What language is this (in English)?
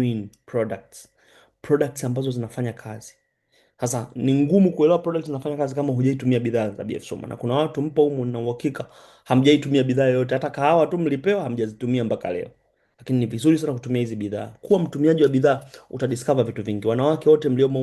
Swahili